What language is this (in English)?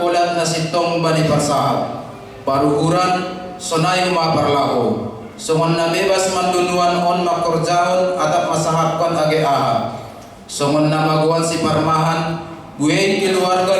Batak Simalungun